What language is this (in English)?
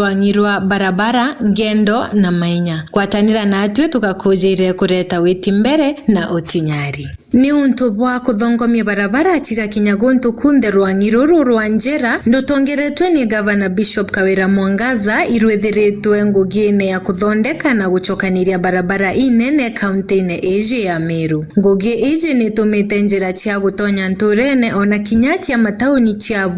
Meru